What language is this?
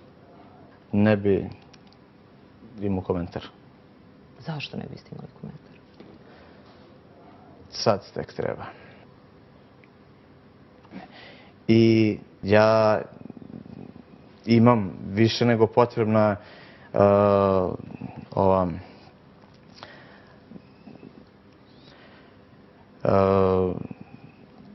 Serbian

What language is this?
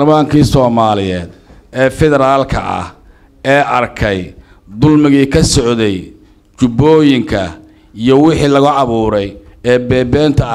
Somali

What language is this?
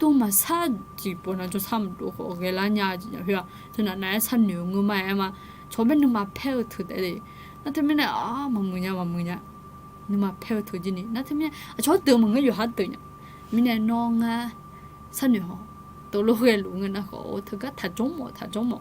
Akha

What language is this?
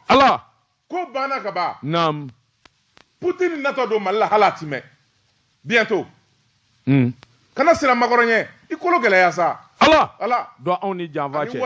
Bambara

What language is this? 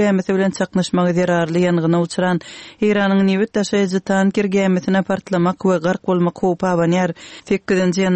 Turkmen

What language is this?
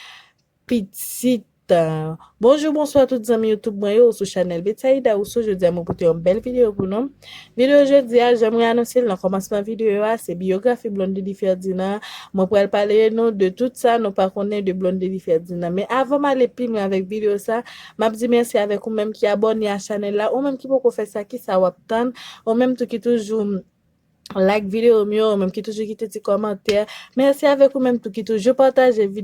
Haitian Creole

